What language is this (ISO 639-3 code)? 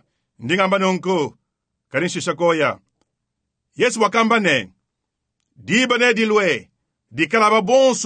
lua